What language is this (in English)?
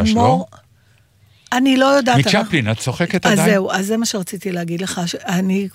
Hebrew